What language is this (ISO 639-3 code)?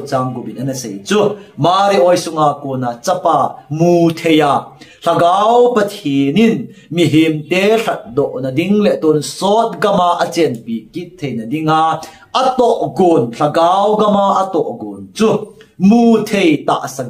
tcz